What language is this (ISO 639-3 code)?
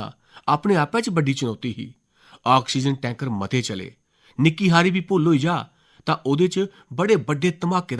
doi